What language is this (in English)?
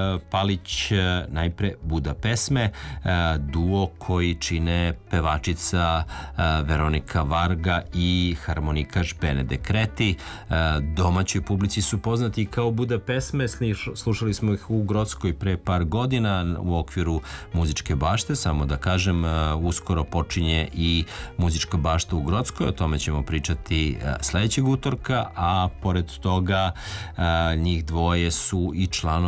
Serbian